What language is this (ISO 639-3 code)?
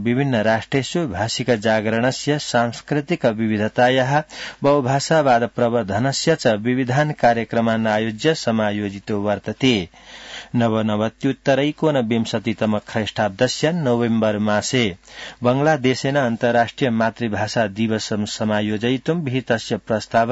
san